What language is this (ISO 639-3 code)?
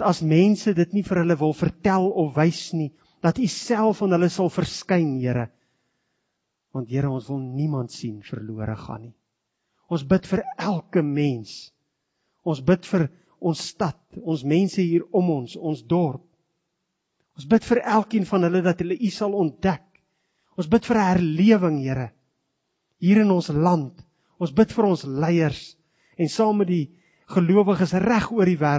afr